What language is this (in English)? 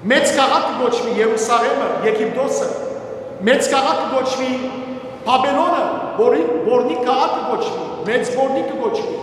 Western Armenian